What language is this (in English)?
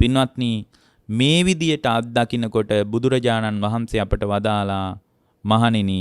Sinhala